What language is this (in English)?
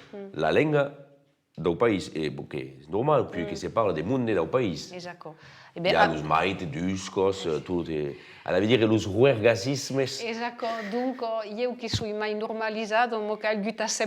Occitan